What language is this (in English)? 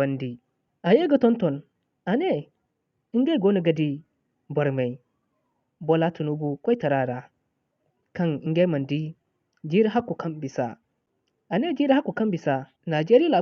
Zarma